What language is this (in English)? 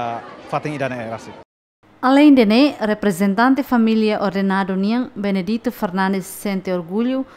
Tetum